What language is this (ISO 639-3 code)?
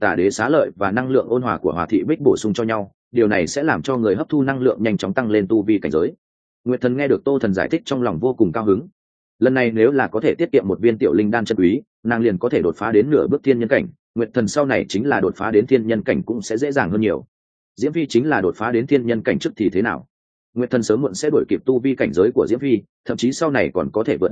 vie